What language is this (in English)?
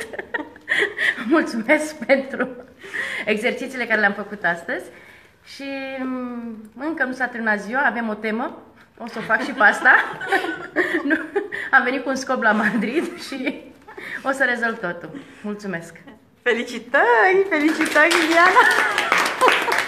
Romanian